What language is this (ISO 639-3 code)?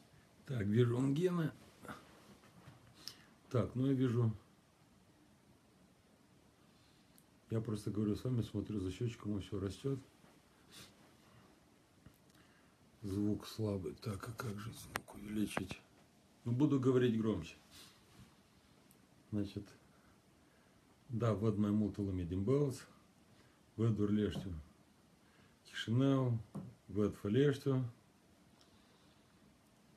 rus